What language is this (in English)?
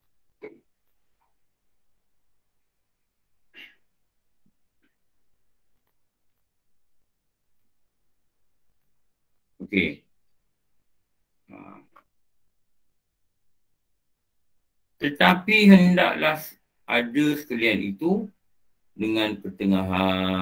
Malay